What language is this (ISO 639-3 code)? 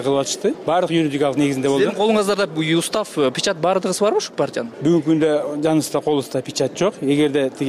kir